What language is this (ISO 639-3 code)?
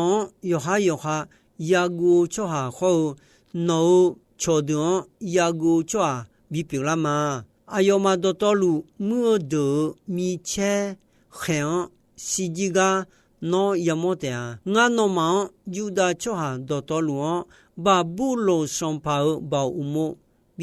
ahk